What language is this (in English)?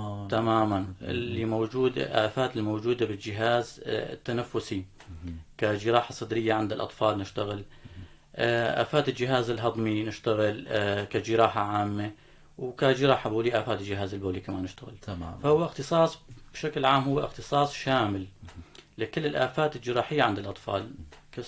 North Levantine Arabic